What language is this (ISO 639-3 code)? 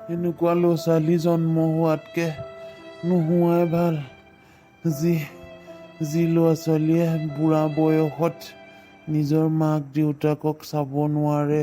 asm